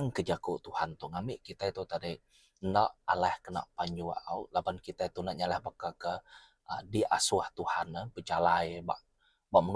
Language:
Iban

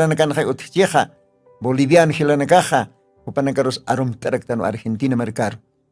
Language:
Aymara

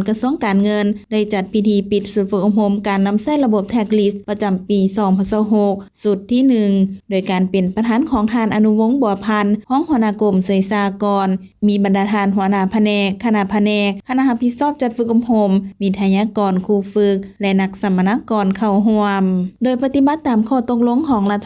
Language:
Lao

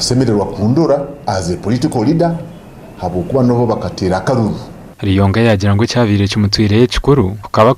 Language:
Nyankole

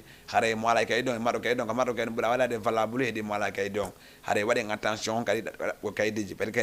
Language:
Fula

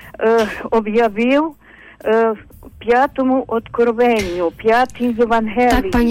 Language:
Ukrainian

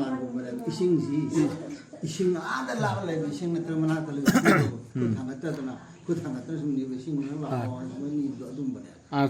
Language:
Manipuri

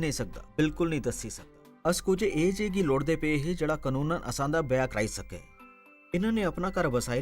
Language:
Dogri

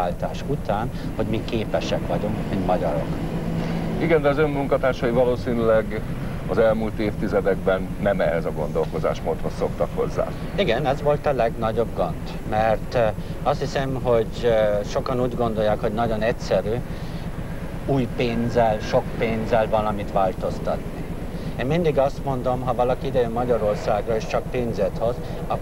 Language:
Hungarian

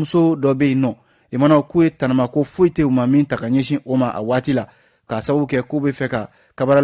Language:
Bambara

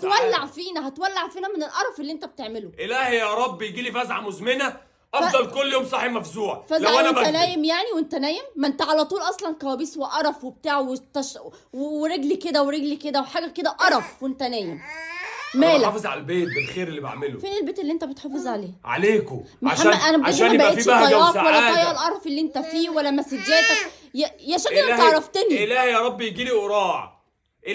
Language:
Egyptian Arabic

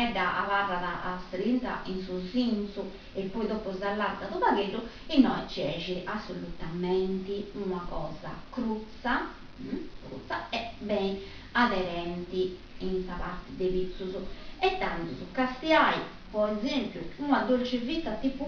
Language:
Sardinian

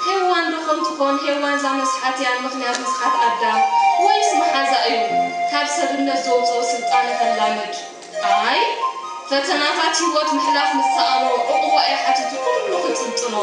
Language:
Tigrinya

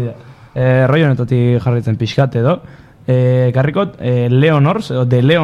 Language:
Basque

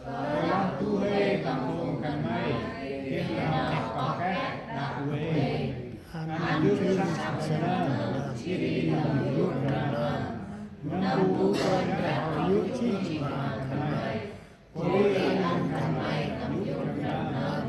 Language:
Central Mnong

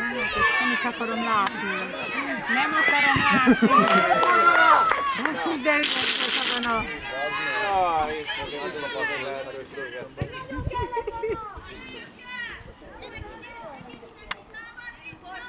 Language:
Hungarian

